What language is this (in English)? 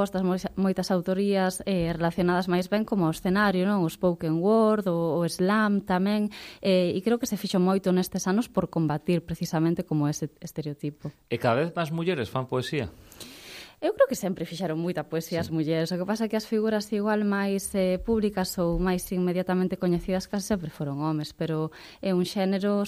Galician